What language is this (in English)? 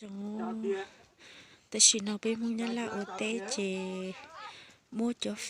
Hmong